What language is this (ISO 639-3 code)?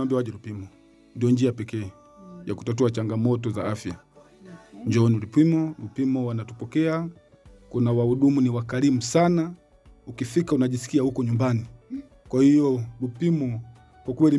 swa